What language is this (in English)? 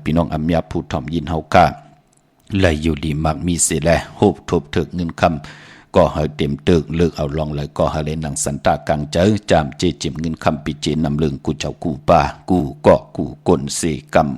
Shan